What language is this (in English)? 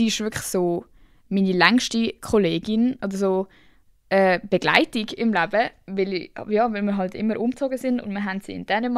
Swiss German